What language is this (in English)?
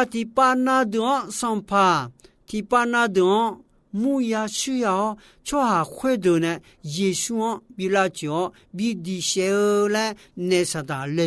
Akha